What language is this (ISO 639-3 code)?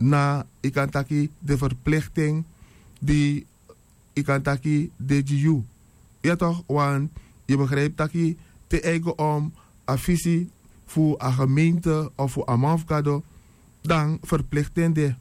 srn